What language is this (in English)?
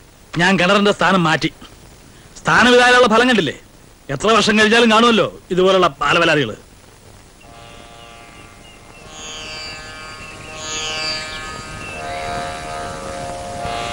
Malayalam